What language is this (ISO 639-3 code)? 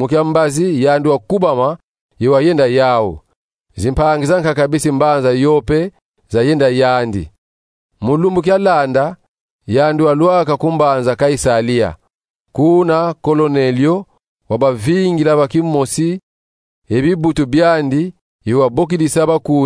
kon